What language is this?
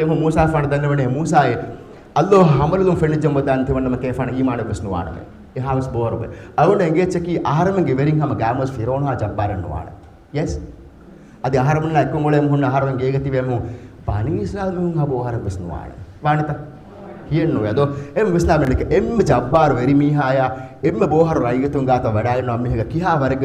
Divehi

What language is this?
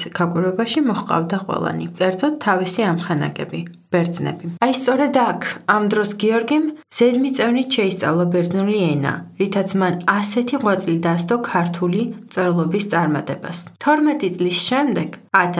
Georgian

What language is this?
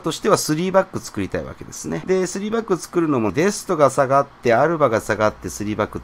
Japanese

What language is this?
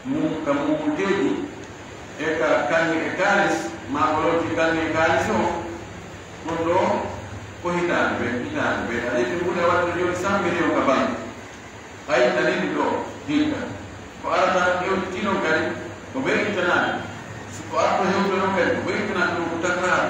Pular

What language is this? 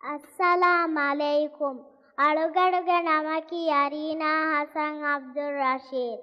Divehi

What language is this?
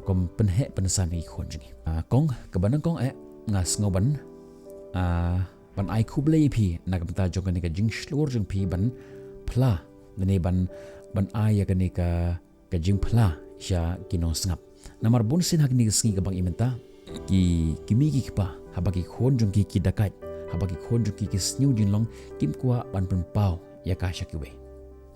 Khasi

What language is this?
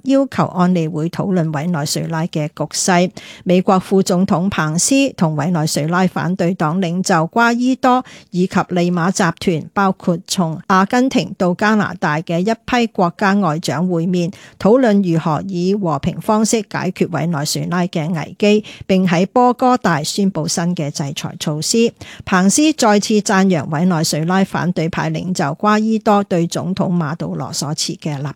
Cantonese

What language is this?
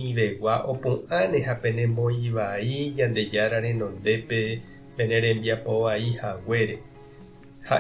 Guarani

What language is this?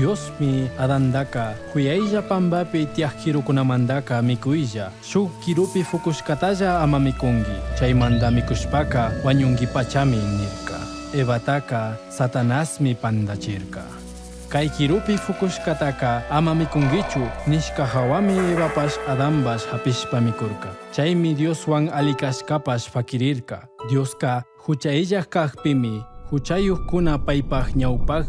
Chimborazo Highland Quichua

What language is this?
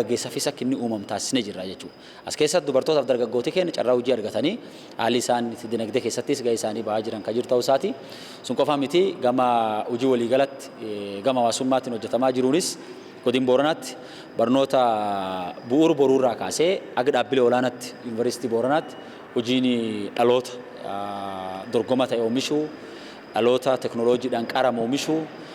Oromo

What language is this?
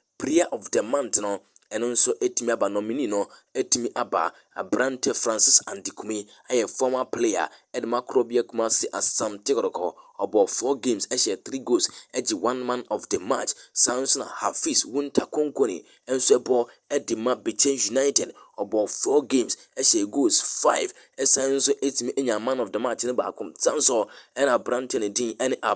Akan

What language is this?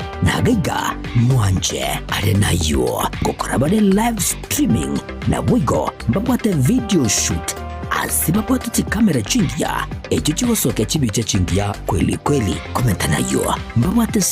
Gusii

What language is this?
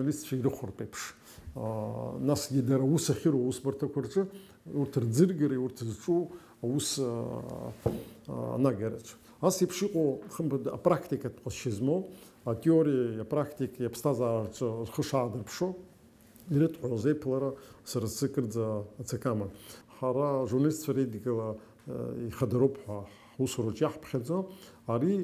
Abkhazian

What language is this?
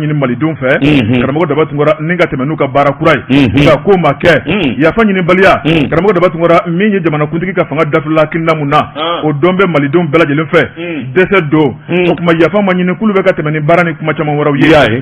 Bambara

